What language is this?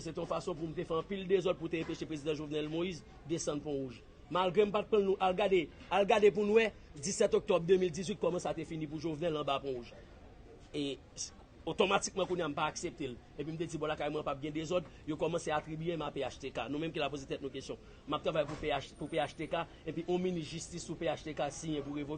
Haitian Creole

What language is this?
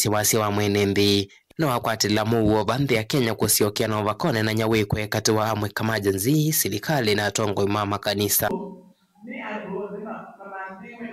Kamba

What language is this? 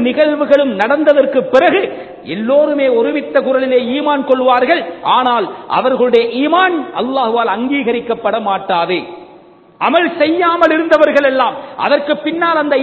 Tamil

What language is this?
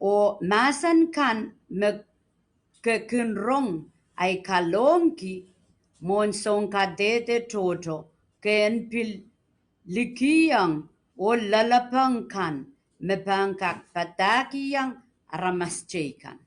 Pohnpeian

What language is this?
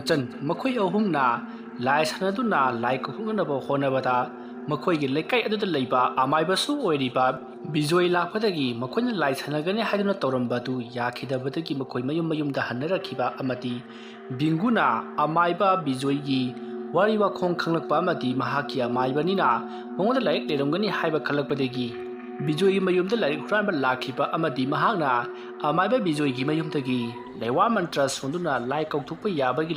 Manipuri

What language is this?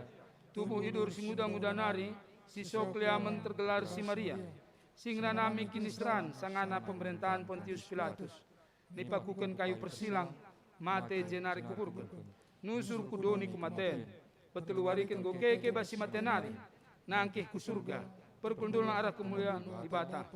Batak Karo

